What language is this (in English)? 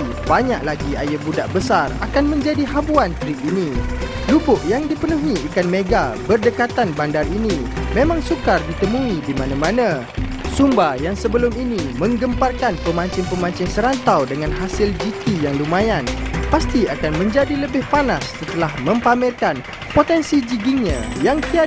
Malay